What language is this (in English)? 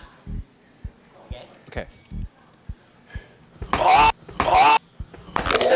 Chinese